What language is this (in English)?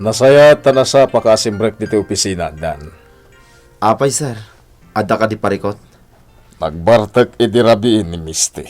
Iloko